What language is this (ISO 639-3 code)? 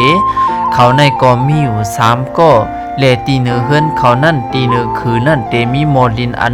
shn